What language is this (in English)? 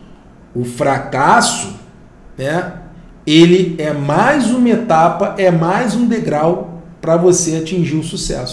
Portuguese